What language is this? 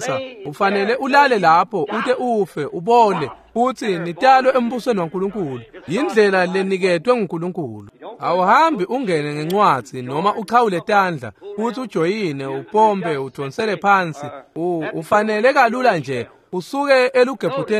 Swati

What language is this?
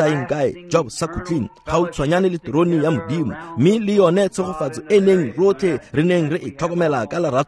Tswana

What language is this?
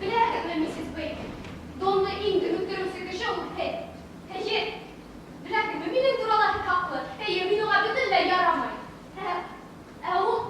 Bashkir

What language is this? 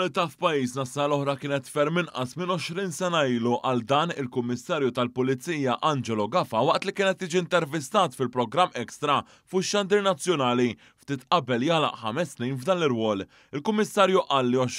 Maltese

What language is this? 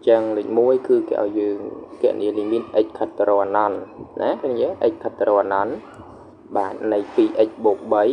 Khmer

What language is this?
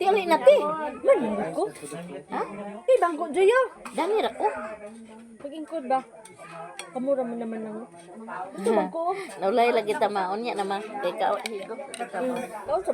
Cebuano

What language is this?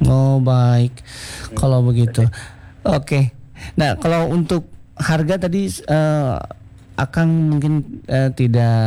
Indonesian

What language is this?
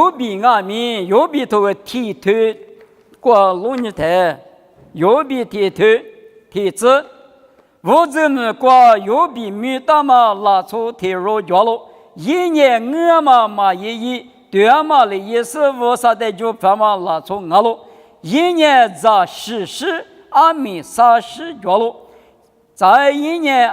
Lisu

